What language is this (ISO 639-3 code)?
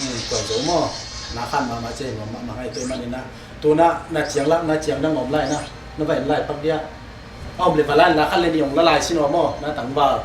ctd